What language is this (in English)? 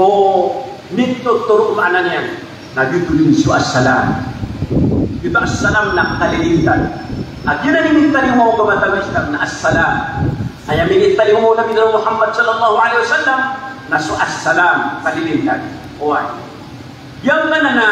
Maranao